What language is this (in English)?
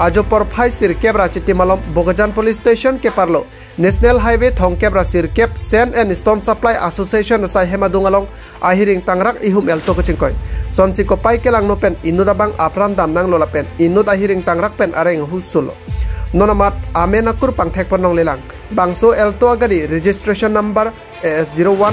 Karbi